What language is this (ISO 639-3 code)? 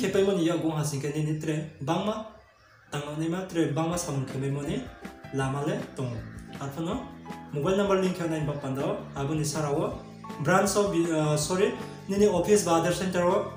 ria